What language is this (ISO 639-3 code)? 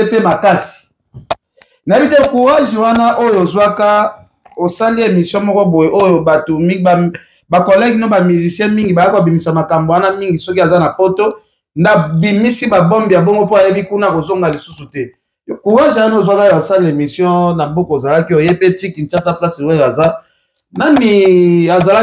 lin